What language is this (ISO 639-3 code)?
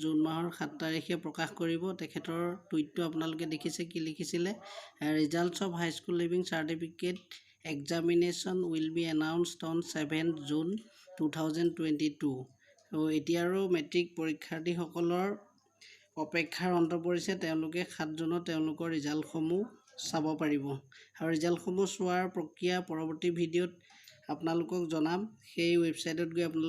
asm